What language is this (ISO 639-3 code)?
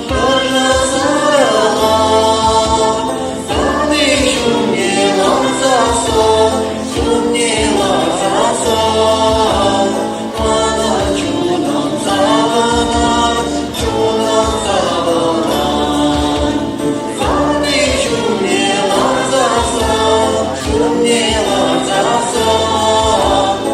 chv